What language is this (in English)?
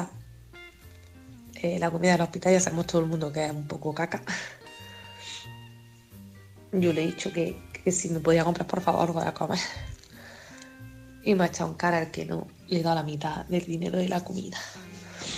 Spanish